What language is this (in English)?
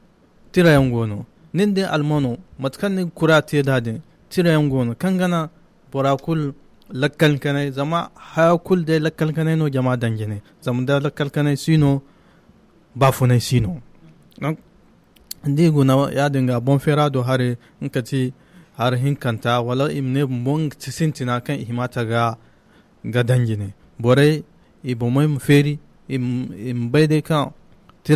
Zarma